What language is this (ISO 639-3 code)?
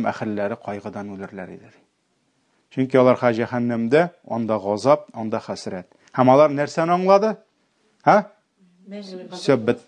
tat